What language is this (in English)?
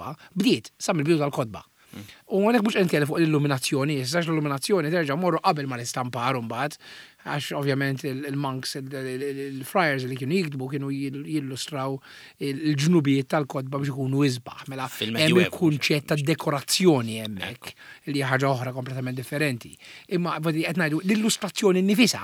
Maltese